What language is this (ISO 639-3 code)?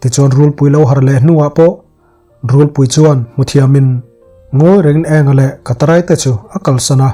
lus